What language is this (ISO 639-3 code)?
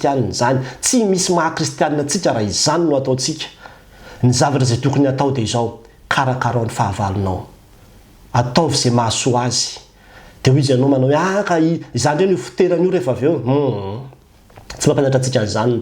mlg